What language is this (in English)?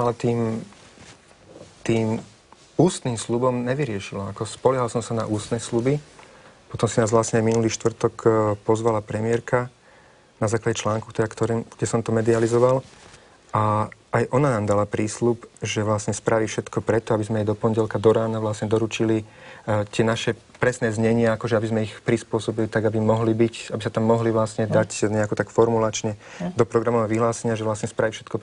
Slovak